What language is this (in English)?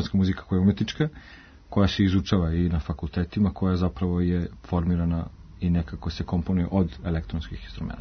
Serbian